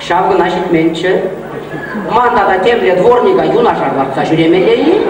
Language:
Chuvash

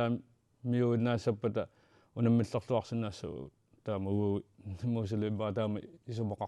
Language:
Kalaallisut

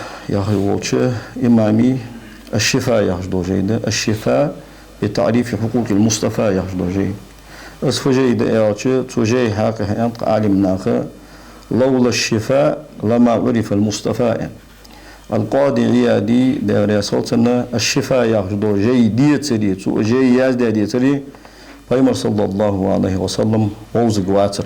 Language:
Ingush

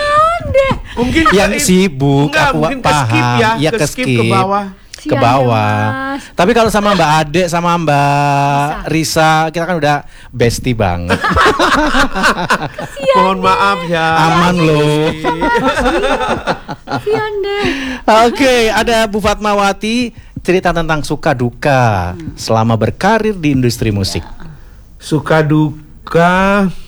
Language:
Indonesian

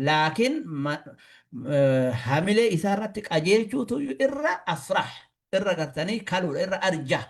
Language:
Oromo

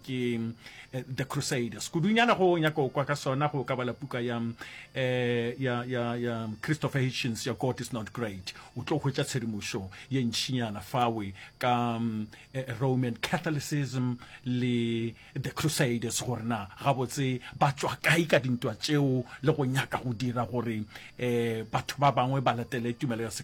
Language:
Northern Sotho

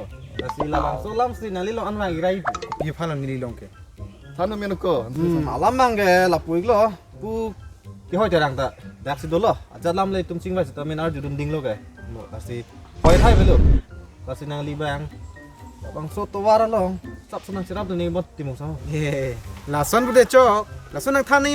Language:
Karbi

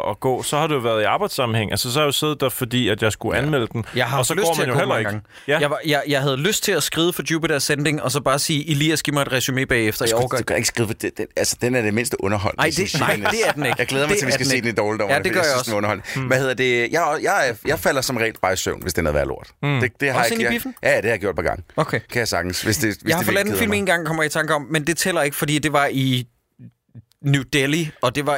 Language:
Danish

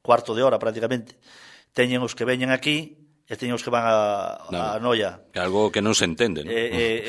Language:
Galician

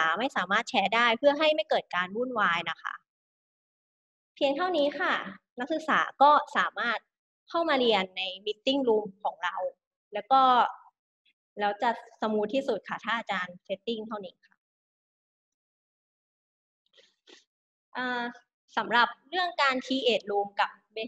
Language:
Thai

